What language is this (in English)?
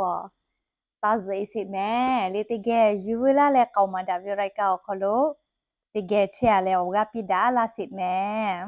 Lahu